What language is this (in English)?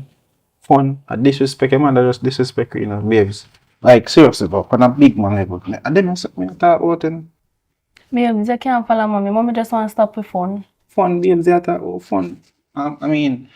Jamaican Creole English